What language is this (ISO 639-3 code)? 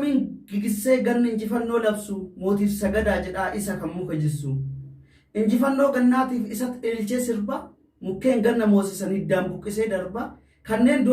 orm